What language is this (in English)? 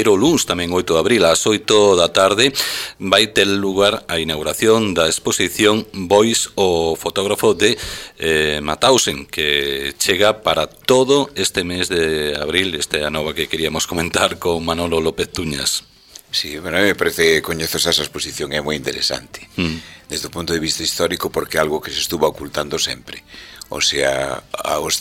Galician